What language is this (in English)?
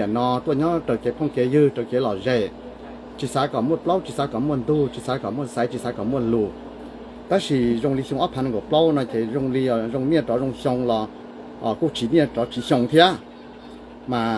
Hmong